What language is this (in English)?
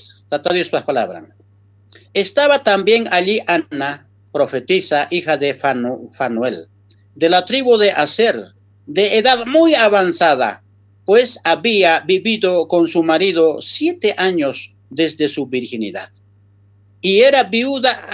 South Bolivian Quechua